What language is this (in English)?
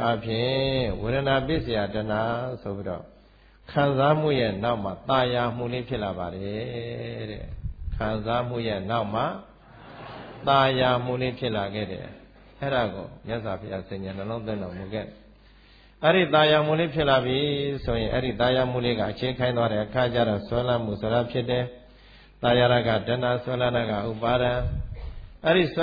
Burmese